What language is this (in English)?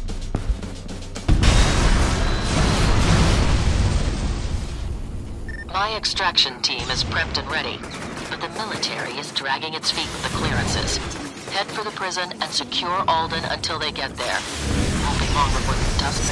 English